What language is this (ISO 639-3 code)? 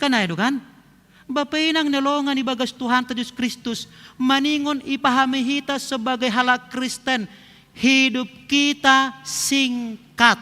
bts